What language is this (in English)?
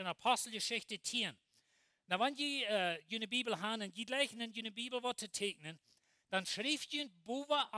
Plautdietsch